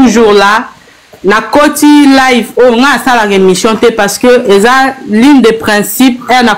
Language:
Lingala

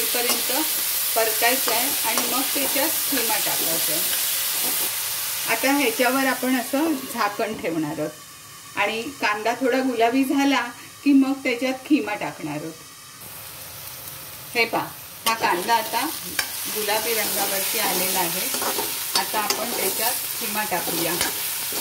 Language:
Marathi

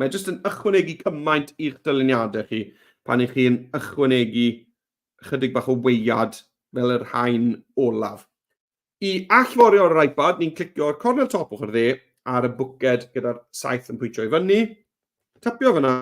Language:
Welsh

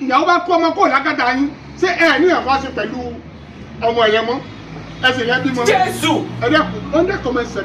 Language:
Yoruba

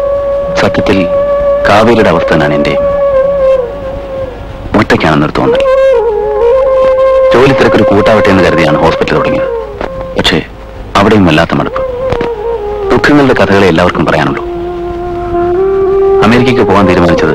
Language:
Malayalam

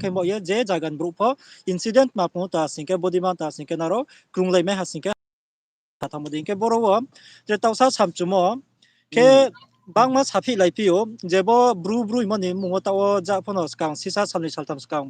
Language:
Riang (India)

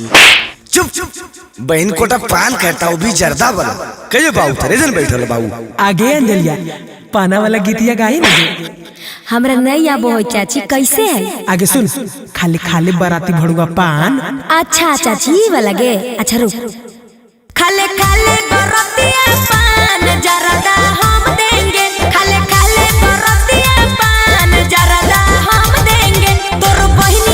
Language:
Magahi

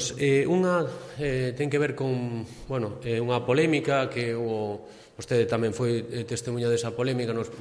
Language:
Galician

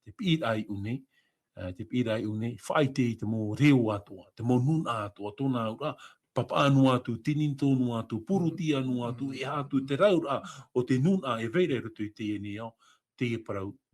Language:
Tahitian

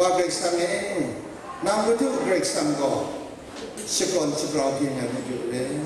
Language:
Kachin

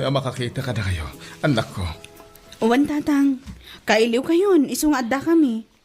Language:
Iloko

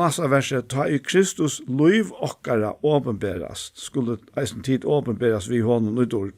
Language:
Faroese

